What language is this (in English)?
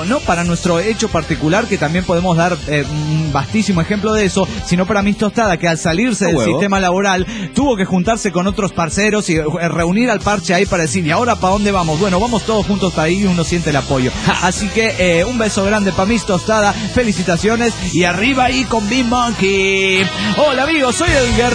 Spanish